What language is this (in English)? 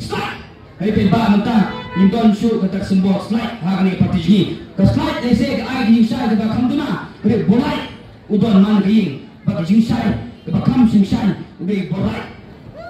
Khasi